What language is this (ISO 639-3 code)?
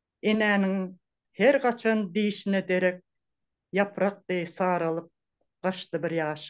tuk